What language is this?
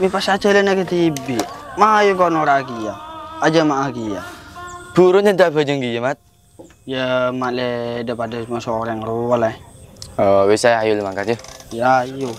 Madurese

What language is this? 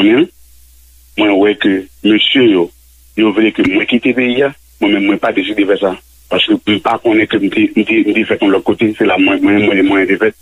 Haitian Creole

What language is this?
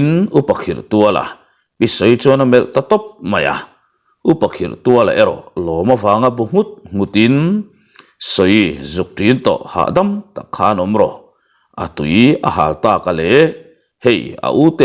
Mizo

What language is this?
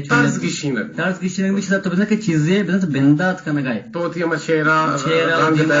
Eastern Balochi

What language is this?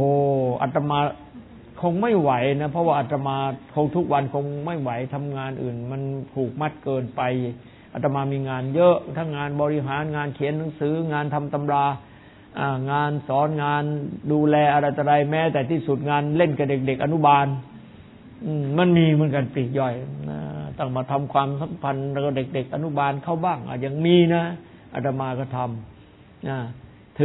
Thai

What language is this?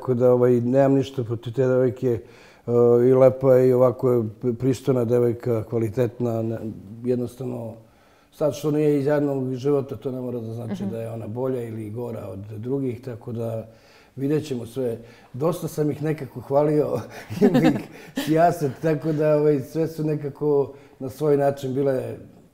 Serbian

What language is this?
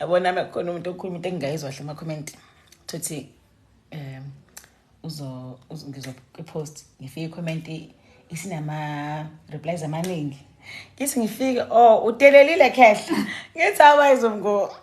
Zulu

